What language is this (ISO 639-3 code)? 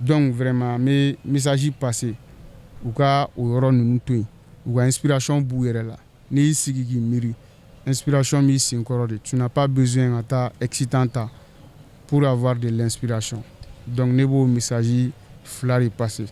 bam